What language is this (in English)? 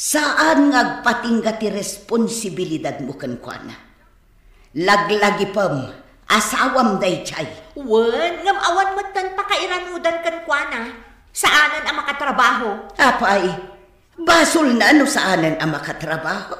Iloko